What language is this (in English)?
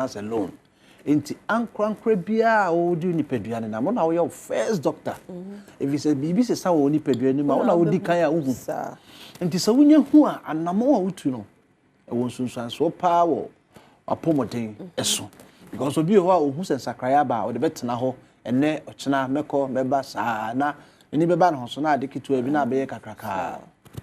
Akan